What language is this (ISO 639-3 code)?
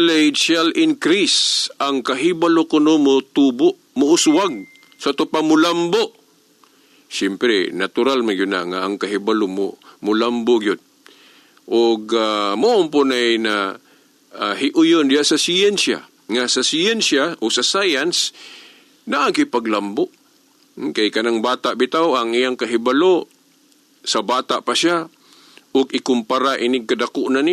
ceb